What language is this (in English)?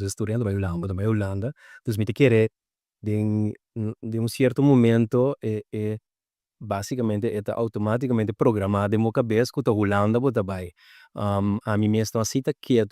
Papiamento